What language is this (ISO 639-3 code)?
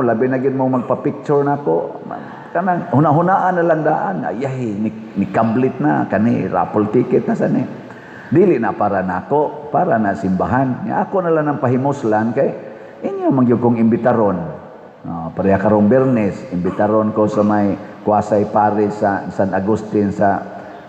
ceb